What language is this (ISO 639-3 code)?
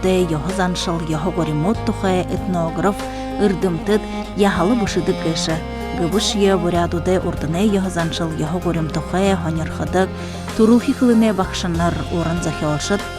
bua